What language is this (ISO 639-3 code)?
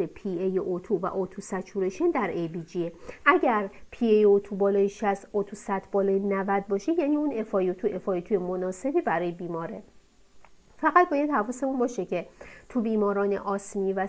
fas